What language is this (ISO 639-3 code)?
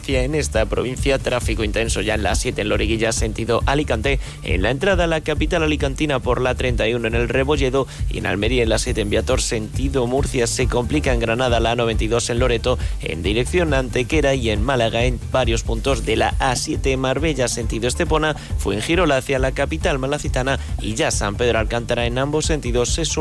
spa